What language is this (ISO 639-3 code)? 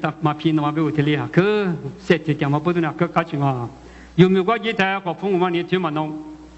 lis